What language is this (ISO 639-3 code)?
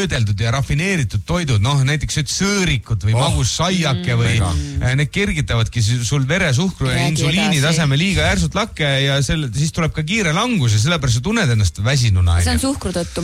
est